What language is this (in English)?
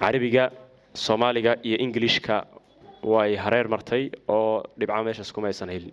Somali